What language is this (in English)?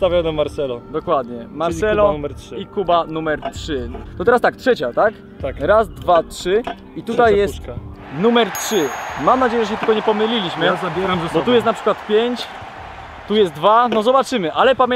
Polish